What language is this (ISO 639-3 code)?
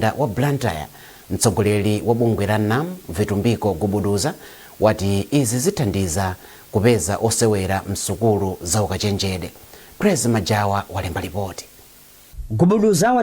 nya